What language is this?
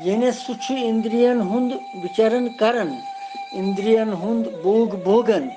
Kashmiri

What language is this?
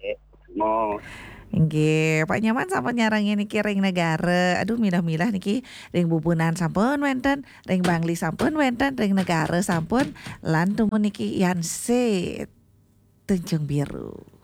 Balinese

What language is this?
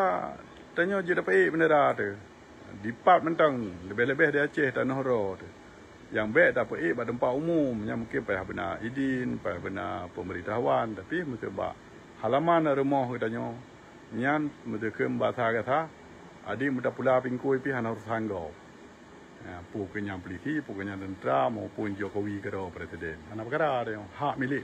Achinese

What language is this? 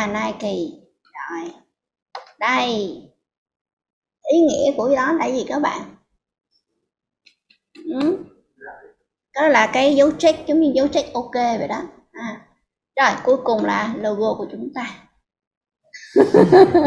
Vietnamese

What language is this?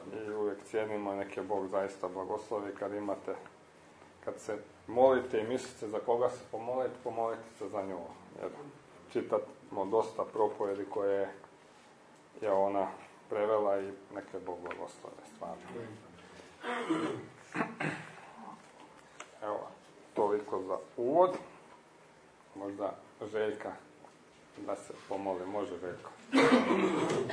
Croatian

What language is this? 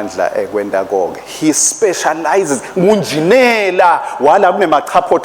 Swati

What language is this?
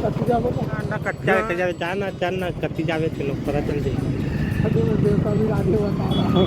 Chhattisgarhi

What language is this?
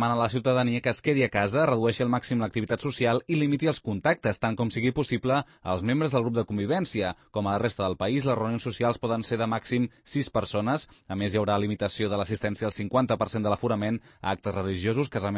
Catalan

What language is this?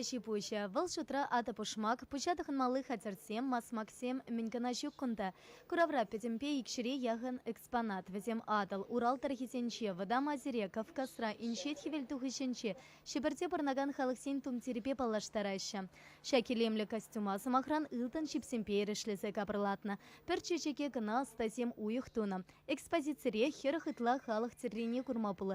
Chuvash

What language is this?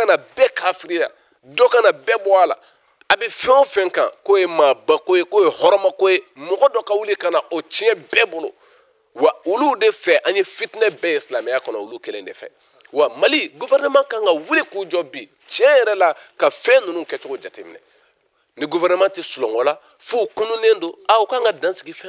Bambara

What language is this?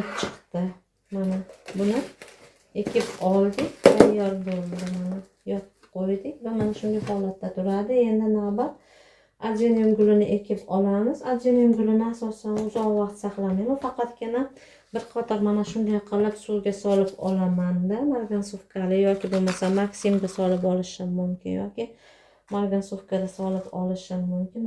Uzbek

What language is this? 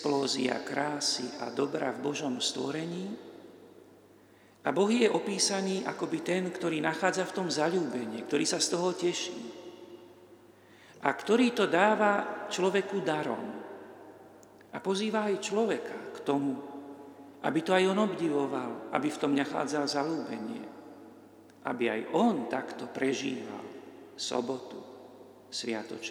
Slovak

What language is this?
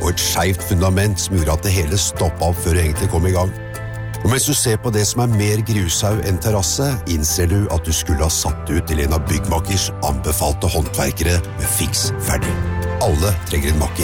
Norwegian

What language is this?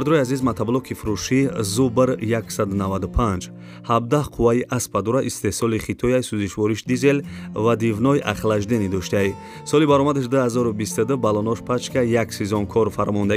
Tajik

